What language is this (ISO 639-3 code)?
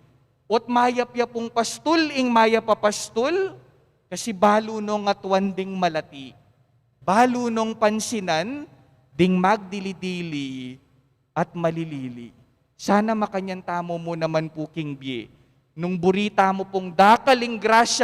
pam